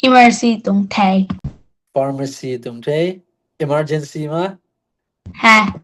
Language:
Tedim Chin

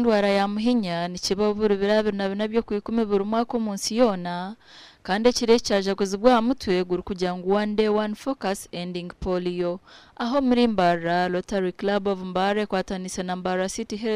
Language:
Nyankole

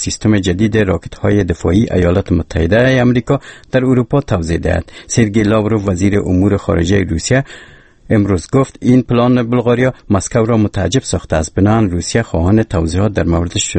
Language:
Persian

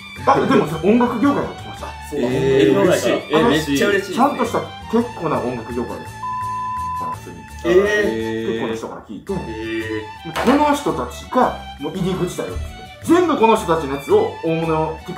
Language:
Japanese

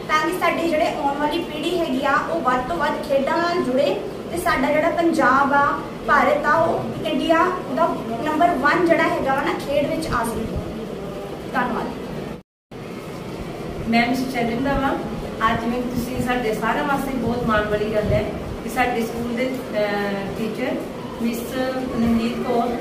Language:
Punjabi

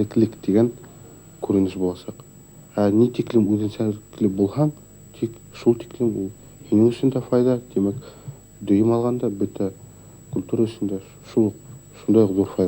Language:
Bashkir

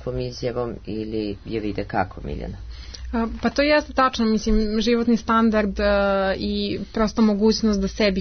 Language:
Serbian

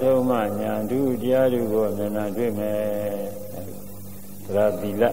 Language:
Burmese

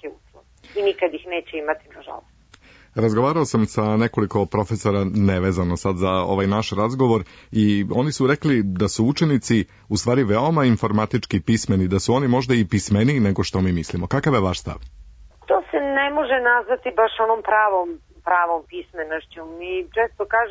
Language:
Serbian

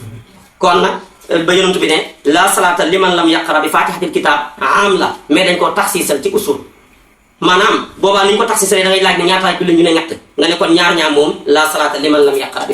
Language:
Wolof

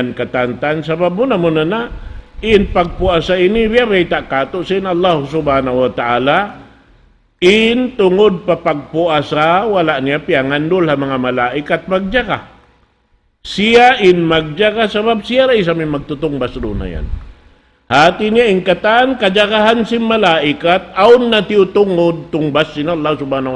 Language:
Tausug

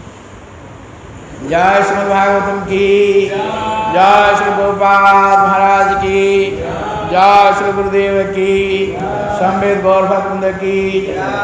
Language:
Odia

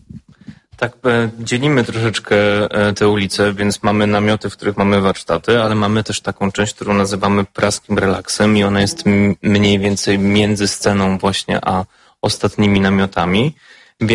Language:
Polish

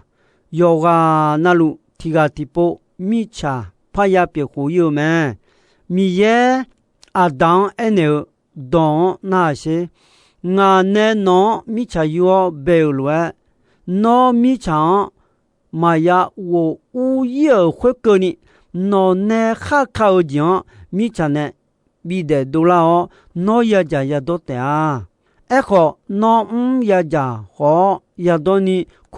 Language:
Akha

